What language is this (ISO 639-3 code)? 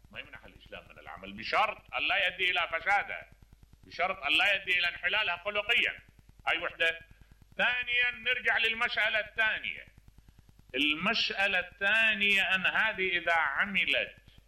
acm